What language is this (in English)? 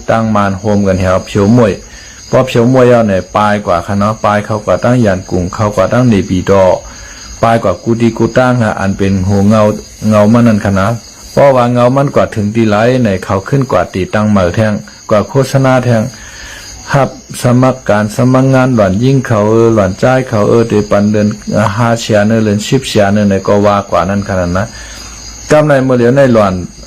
Shan